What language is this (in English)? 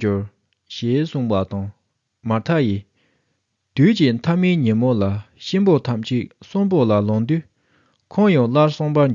Tibetan